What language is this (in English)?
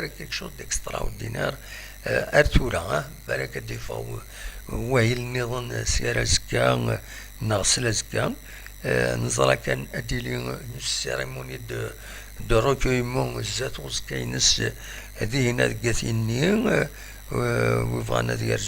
Kabyle